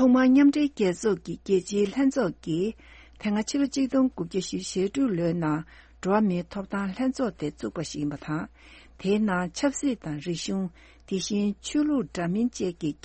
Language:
Tibetan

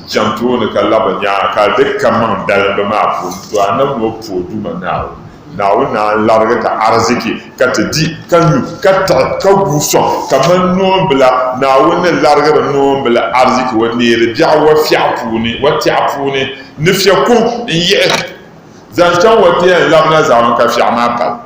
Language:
Dagbani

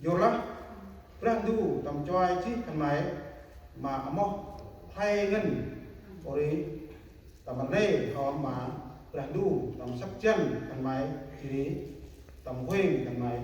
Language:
Central Mnong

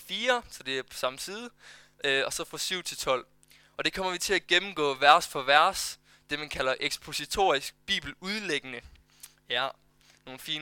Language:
Danish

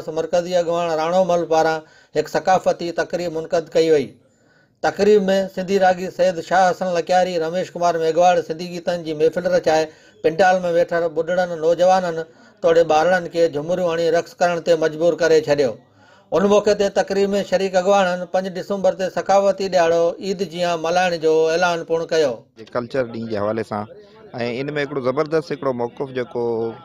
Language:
Sindhi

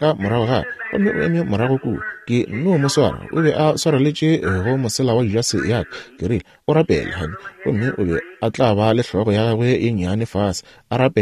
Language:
Northern Sotho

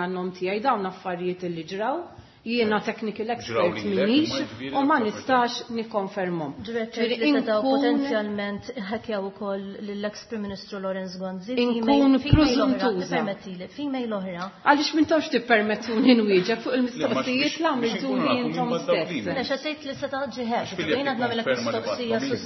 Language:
Maltese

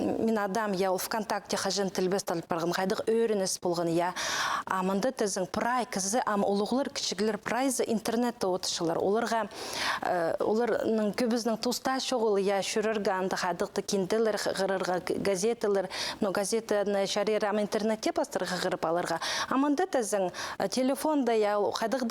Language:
Khakas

